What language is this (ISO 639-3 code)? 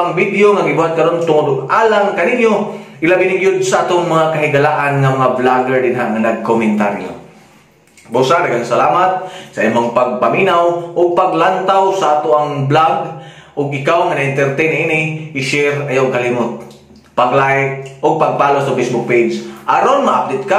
ceb